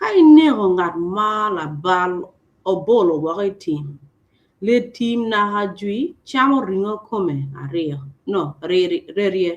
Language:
Acoli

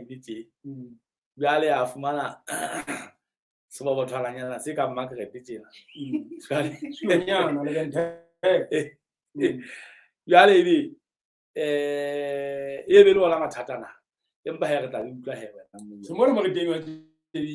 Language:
Southern Sotho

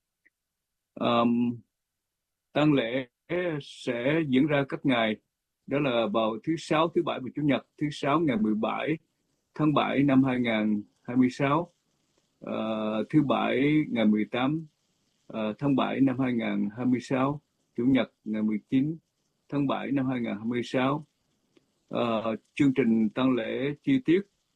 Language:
Vietnamese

